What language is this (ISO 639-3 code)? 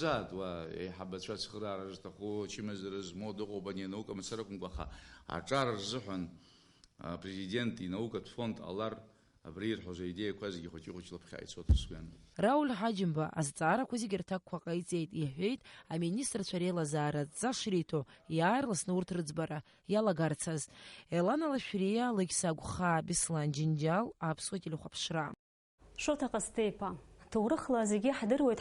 abk